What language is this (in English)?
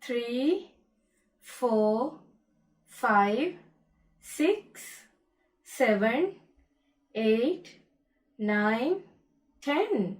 Divehi